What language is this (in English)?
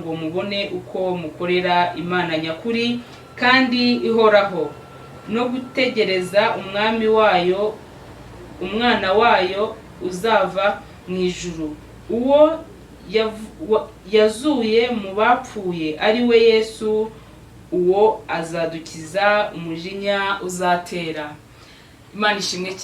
Kinyarwanda